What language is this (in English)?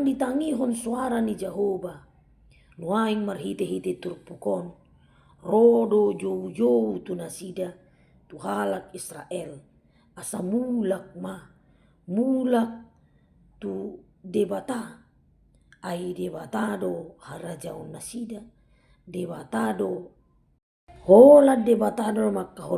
Batak Toba